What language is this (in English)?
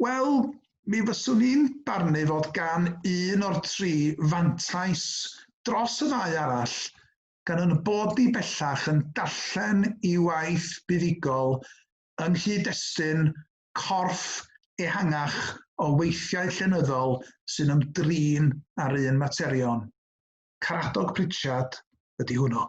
Welsh